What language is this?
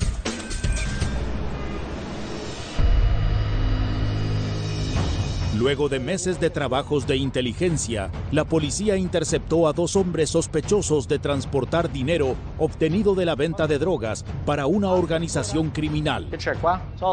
Italian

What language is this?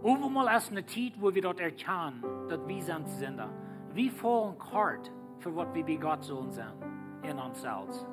Plautdietsch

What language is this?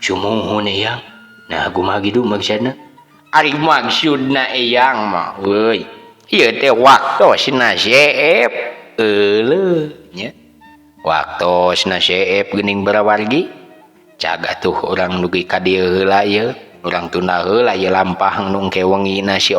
Sundanese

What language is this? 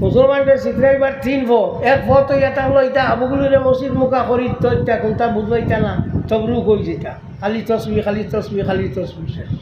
Sylheti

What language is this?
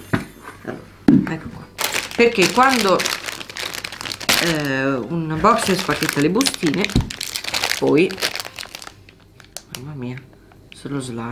Italian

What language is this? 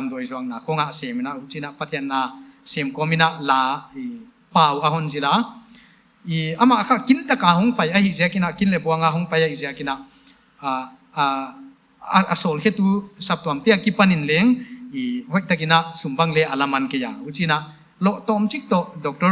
Paite Chin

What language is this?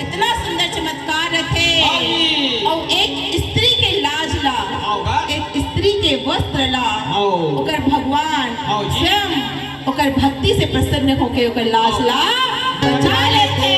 Chhattisgarhi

